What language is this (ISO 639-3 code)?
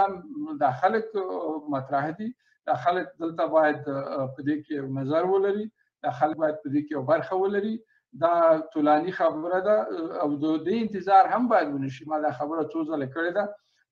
pus